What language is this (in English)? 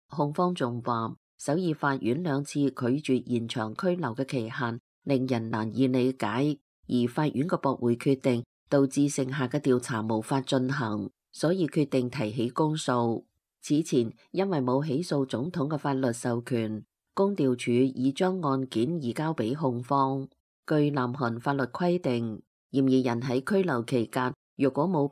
Cantonese